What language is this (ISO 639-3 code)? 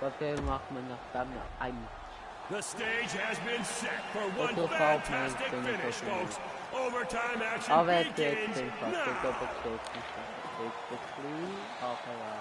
gsw